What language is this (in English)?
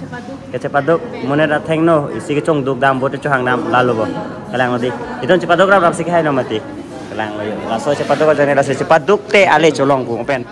Karbi